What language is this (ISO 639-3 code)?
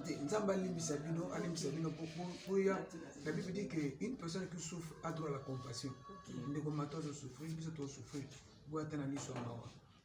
lin